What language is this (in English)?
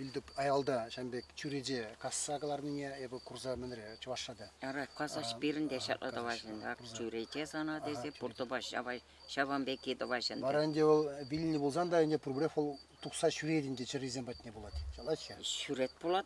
Chuvash